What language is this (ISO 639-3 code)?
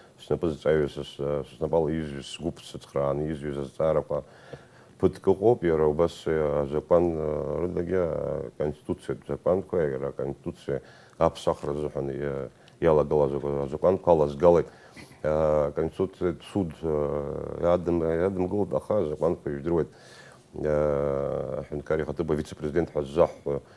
abk